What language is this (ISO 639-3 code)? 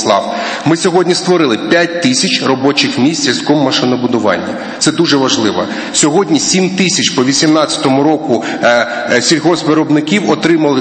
ukr